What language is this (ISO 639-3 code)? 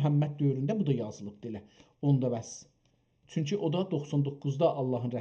azb